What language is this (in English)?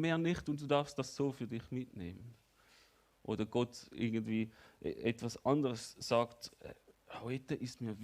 Swiss German